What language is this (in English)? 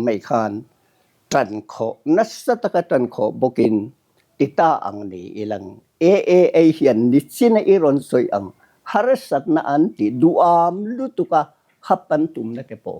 Mizo